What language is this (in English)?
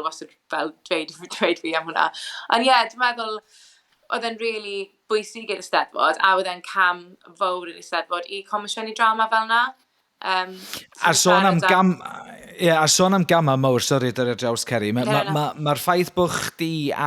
Welsh